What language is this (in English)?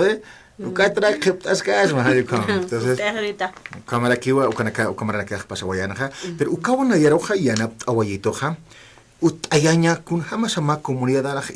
Aymara